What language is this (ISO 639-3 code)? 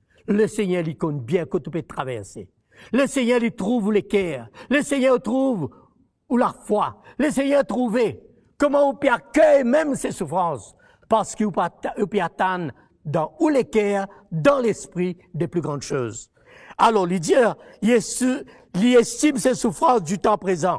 mfe